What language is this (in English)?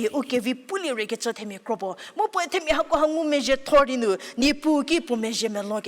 Angami Naga